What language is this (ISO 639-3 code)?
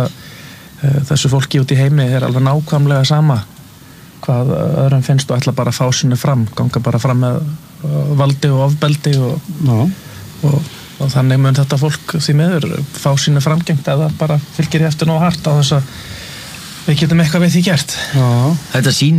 isl